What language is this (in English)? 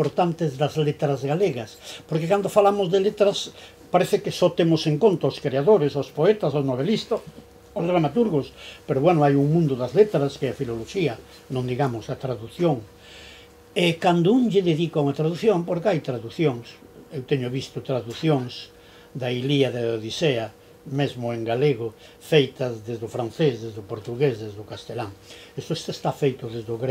Galician